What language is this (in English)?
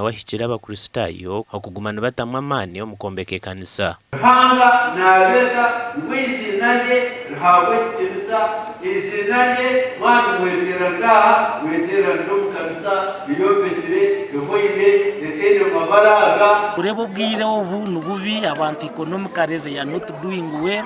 Nyankole